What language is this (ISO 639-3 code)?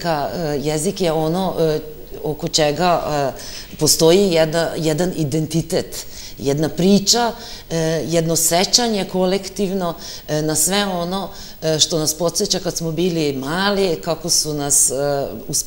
srp